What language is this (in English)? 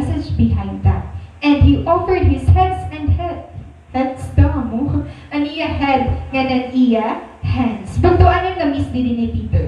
Waray